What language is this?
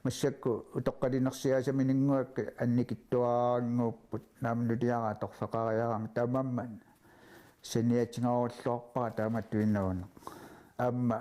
Kalaallisut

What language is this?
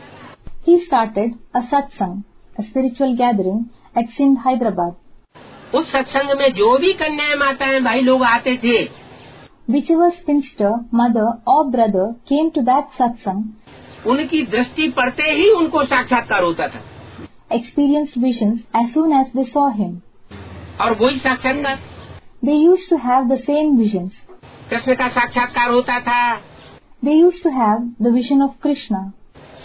Hindi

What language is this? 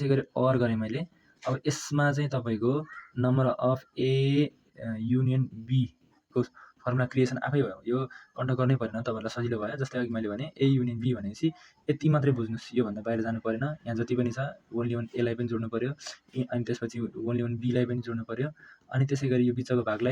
Nepali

